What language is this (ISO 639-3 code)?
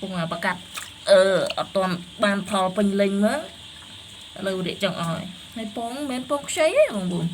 khm